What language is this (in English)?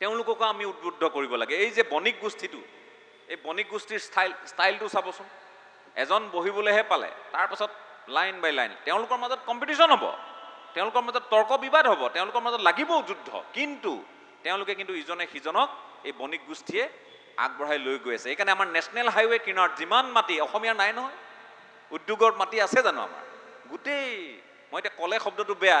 Assamese